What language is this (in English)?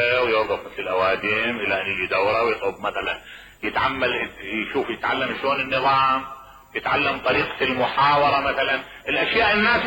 Mesopotamian Arabic